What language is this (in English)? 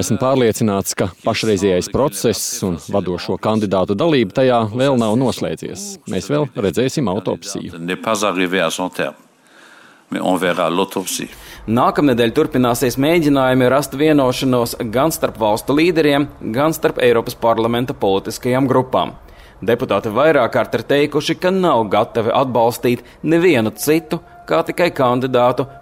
Latvian